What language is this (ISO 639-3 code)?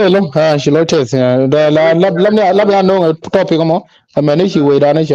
nus